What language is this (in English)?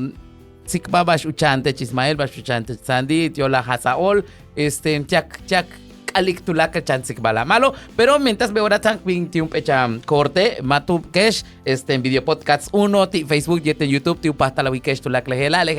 Yucateco